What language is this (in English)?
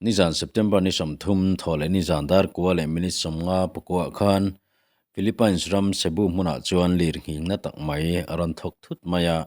Mizo